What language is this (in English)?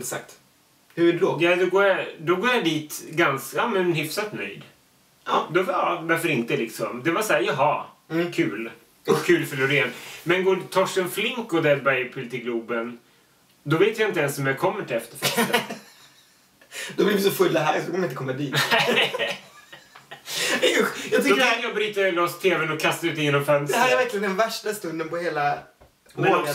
Swedish